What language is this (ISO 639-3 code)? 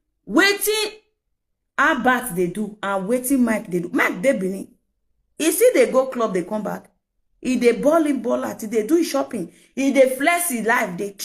pcm